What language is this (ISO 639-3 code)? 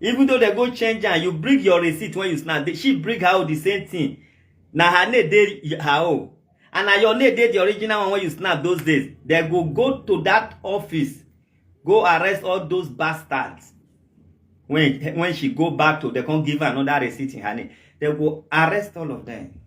pcm